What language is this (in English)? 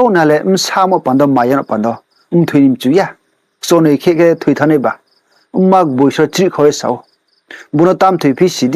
Riang (India)